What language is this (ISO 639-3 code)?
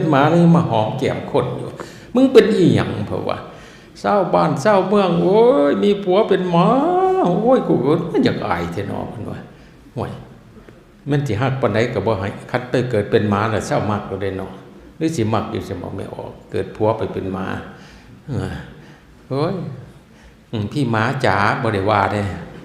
tts